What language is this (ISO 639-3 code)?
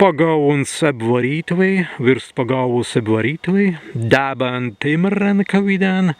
prg